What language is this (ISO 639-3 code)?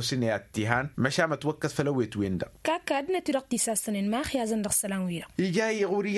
taq